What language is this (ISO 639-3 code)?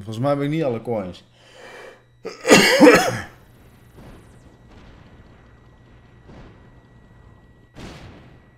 nld